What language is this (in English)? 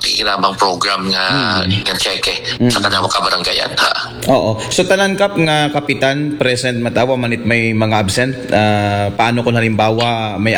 Aklanon